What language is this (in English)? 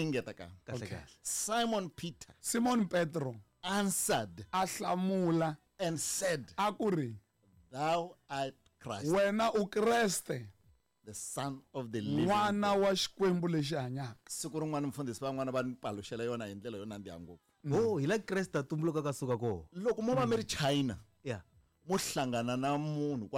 Tsonga